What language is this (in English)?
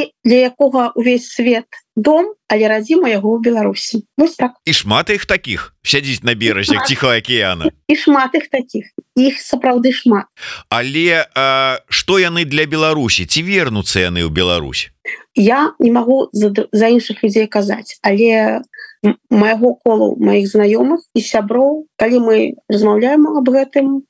Belarusian